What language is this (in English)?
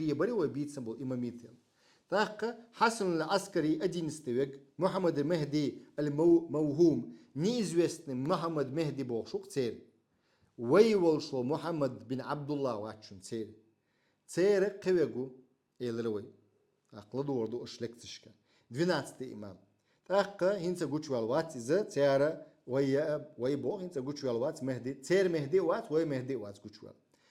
Chechen